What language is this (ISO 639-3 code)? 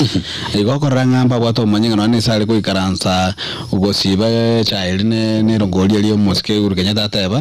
guz